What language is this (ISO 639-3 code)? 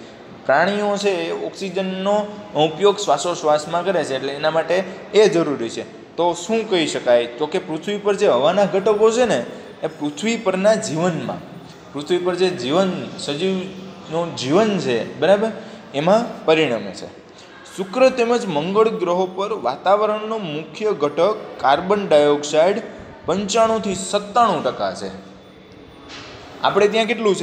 guj